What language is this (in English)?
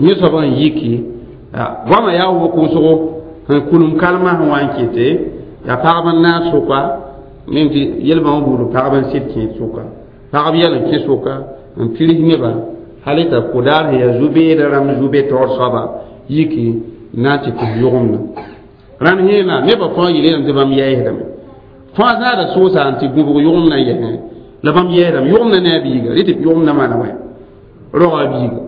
Mossi